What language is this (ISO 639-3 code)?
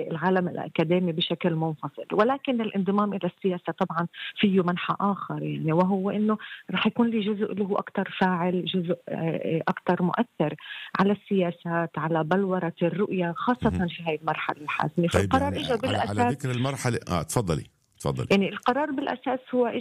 apc